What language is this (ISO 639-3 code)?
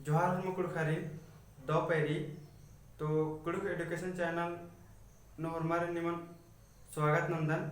kru